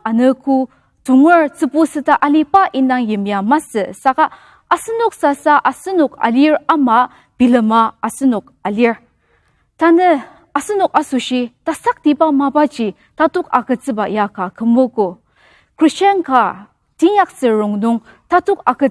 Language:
Ao Naga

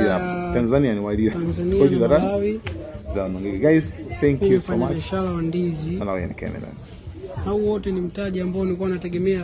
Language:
Nyanja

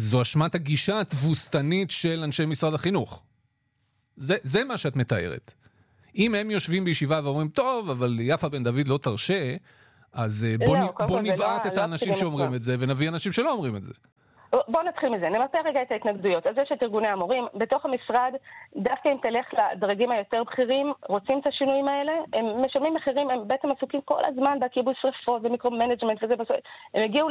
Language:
Hebrew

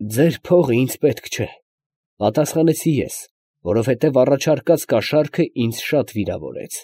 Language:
Armenian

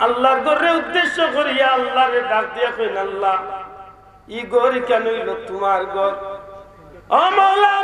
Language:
Sylheti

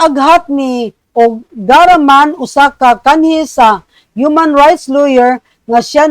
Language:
Cebuano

